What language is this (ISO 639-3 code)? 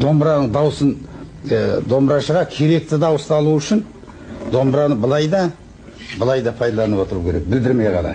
kaz